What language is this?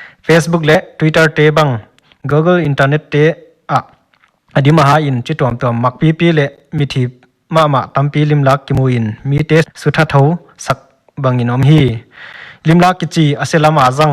Paite Chin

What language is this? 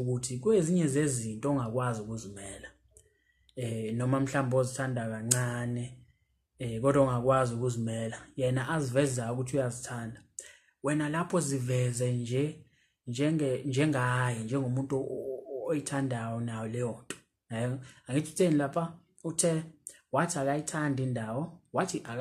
Zulu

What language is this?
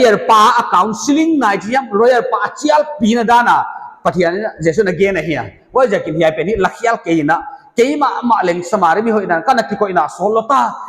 Paite Chin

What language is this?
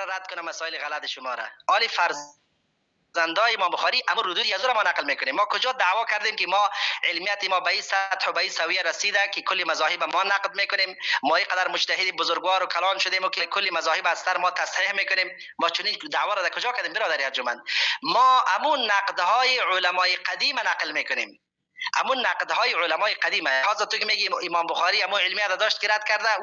Persian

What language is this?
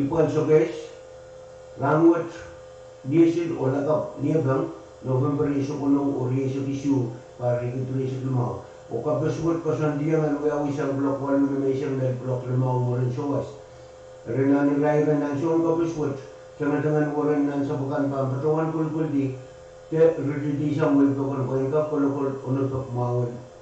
Pohnpeian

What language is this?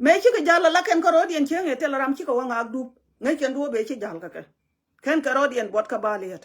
Nuer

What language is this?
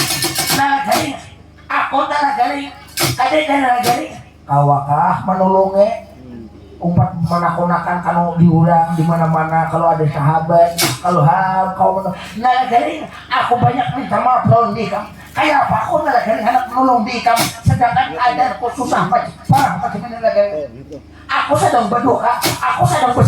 Banjar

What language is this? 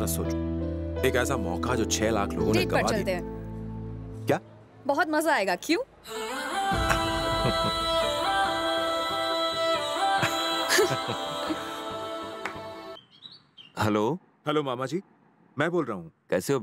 Hindi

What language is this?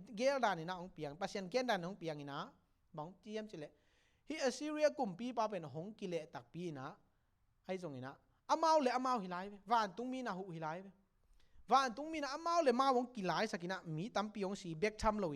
Tedim Chin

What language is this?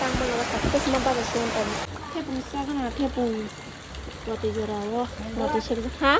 Kok Borok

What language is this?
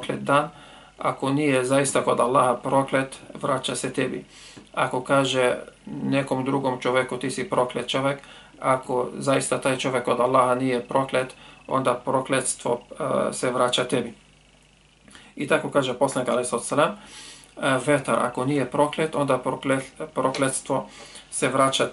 Bosnian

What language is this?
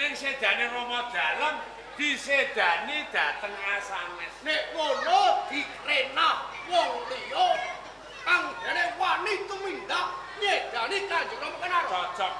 Javanese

